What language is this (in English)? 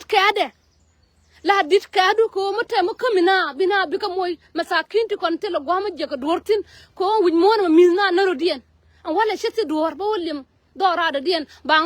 Nuer